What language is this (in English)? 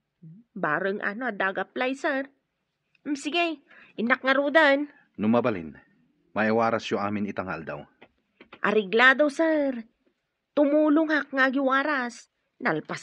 Iloko